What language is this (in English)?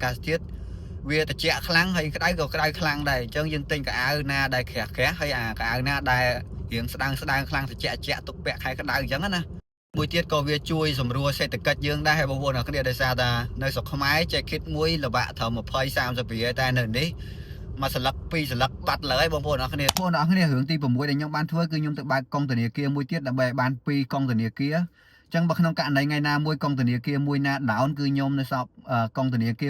Khmer